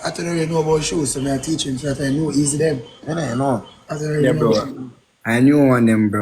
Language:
Jamaican Creole English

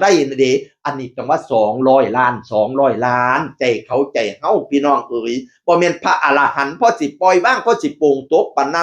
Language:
Northeastern Thai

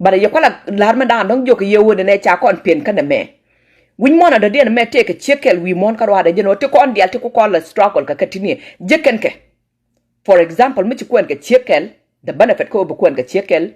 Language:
Nuer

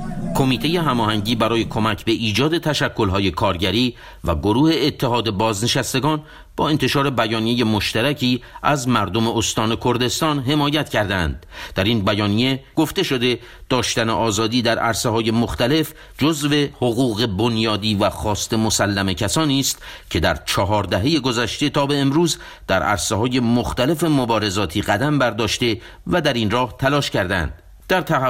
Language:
Persian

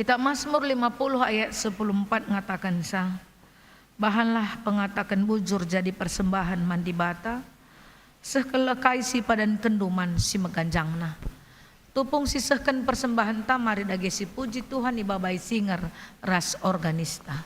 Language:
Batak Karo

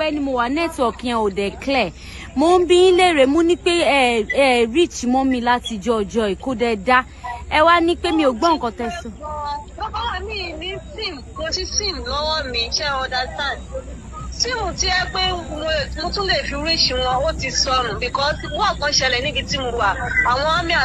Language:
Yoruba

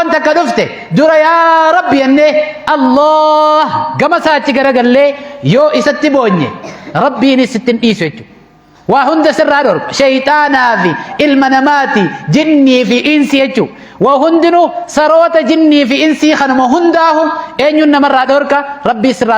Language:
Oromo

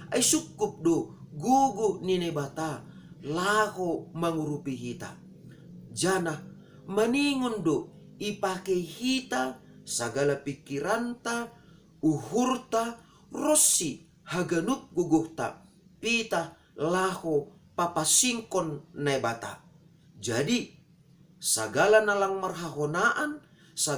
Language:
Batak Simalungun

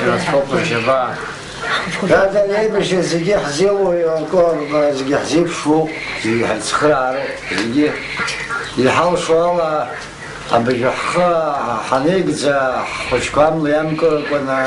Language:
Abkhazian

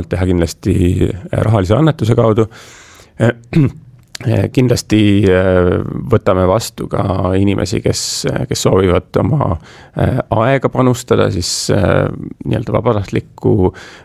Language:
Estonian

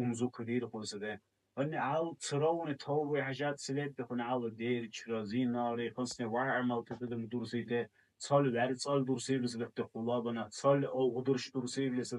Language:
Dargwa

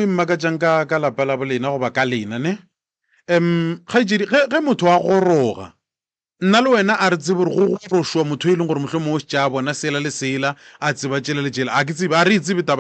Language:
Northern Sotho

